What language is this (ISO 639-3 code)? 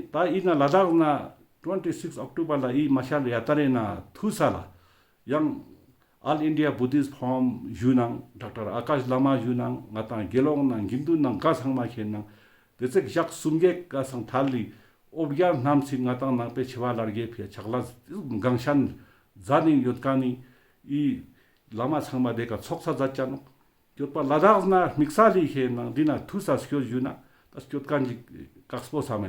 lbj